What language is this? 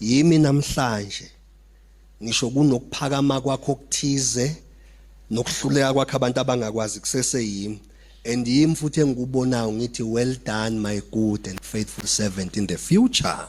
Zulu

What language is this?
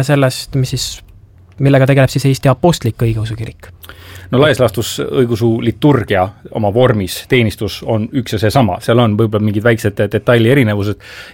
Estonian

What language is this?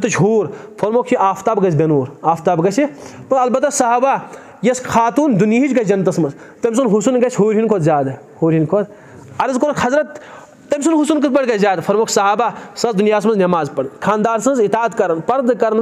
Kashmiri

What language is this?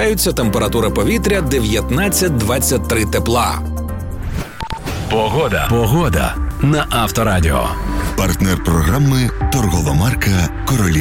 Ukrainian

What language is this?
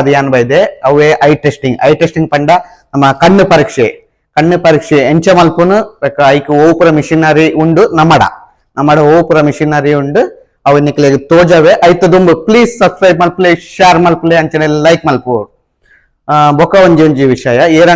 Tulu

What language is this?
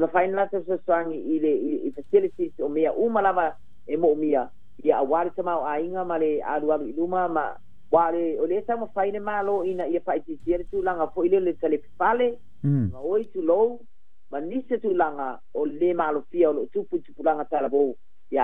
Samoan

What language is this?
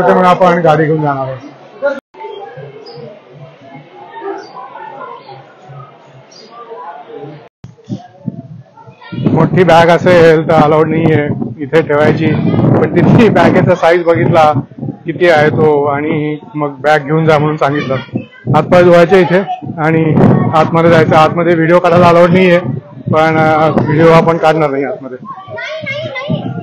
Marathi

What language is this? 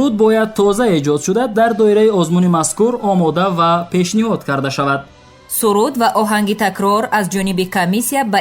Tajik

